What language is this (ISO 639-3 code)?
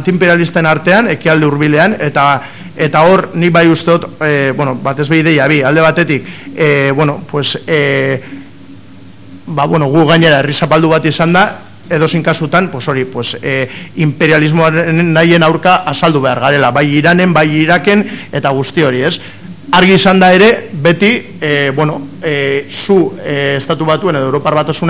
eus